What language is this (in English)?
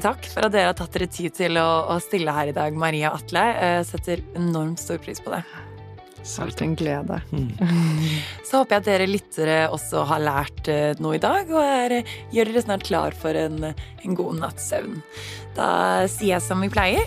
Norwegian